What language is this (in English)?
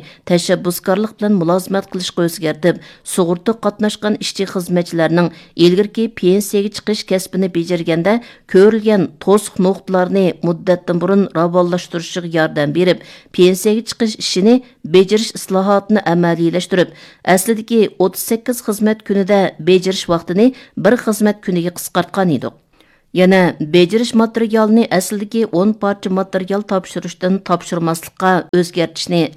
Uyghur